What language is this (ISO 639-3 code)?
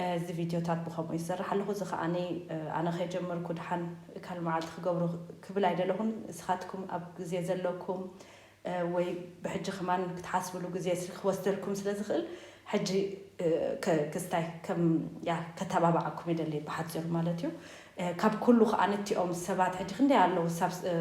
tir